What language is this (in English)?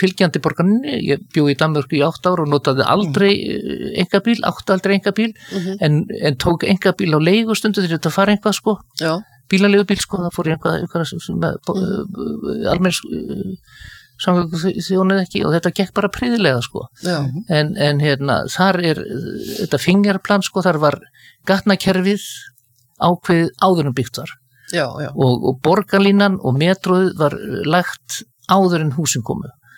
Icelandic